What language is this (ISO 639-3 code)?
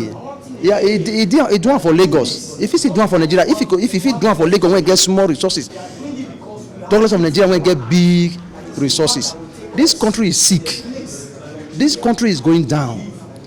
pcm